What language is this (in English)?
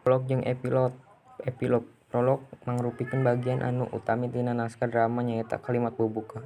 Sundanese